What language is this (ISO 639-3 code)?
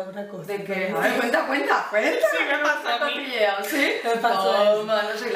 spa